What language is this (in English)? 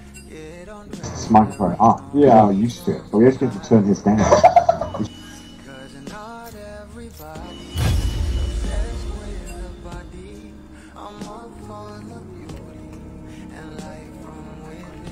Filipino